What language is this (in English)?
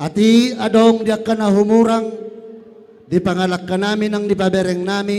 Batak Toba